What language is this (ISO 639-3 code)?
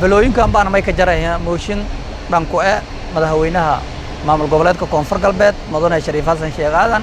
som